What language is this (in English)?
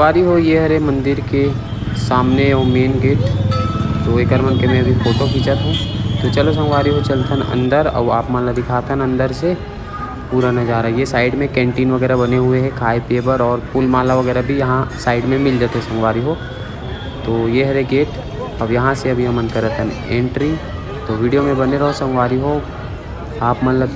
Chhattisgarhi